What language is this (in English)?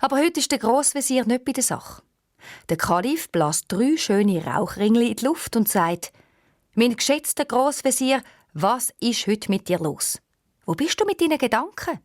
Swiss German